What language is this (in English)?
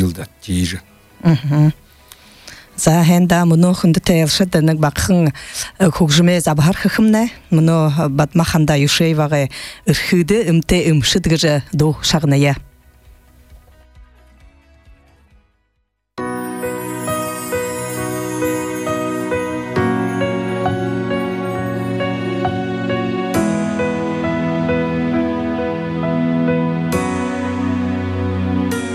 Buriat